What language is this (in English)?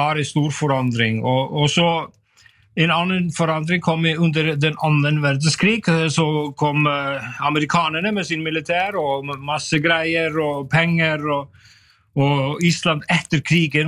Norwegian